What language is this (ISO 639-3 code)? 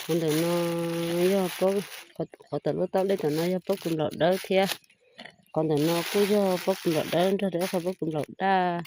hmn